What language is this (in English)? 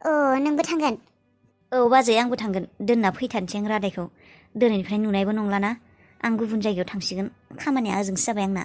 Bodo